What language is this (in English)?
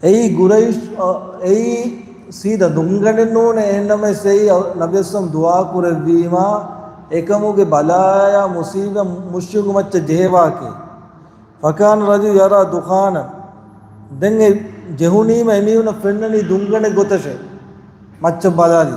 Divehi